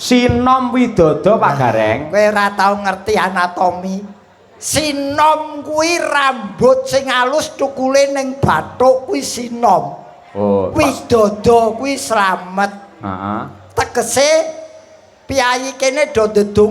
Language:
Javanese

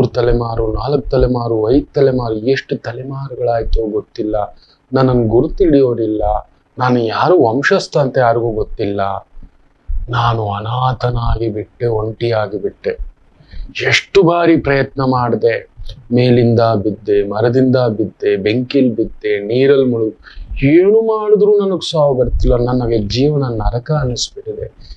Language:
Kannada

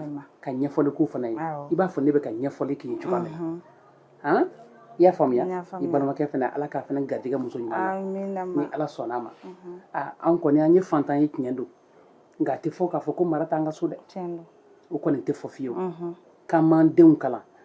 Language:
Bambara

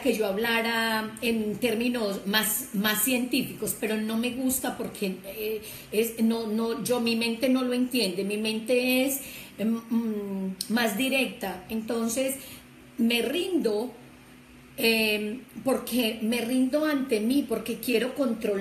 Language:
Spanish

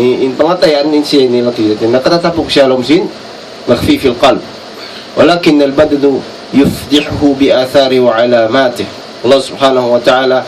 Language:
Tausug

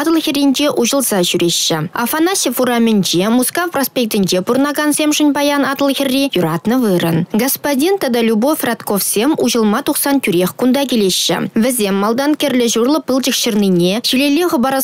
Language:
Chuvash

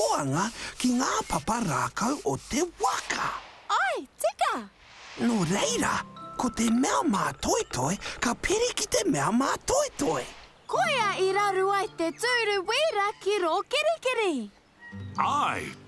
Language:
Māori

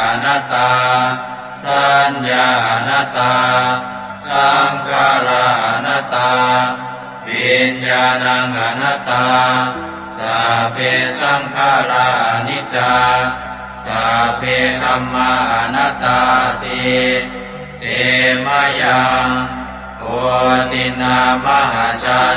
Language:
Pali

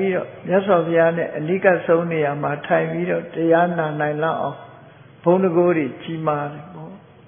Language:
Burmese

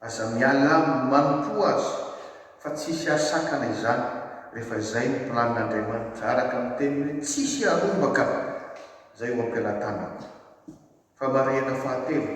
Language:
Malagasy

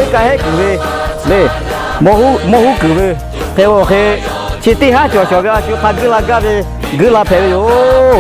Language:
Lahu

